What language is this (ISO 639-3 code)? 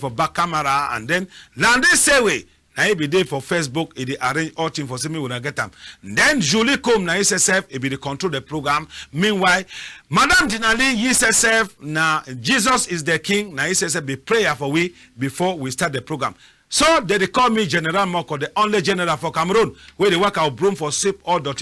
wes